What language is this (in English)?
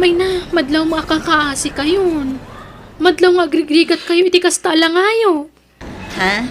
Iloko